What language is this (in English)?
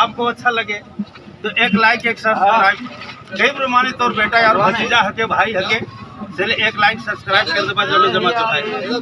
Sadri